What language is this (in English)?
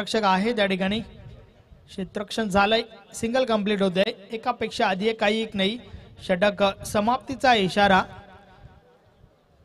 Marathi